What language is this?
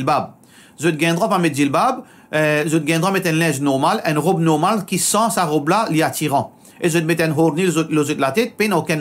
Morisyen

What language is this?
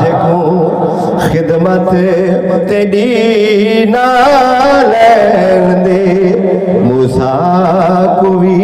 Saraiki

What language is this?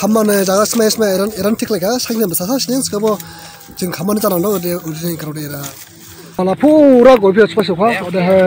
Dimasa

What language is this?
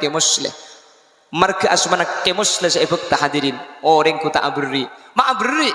Madurese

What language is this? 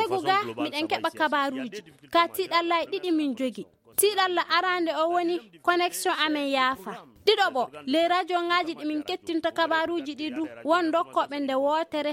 Fula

